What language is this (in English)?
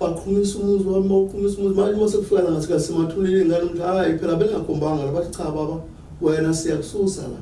Zulu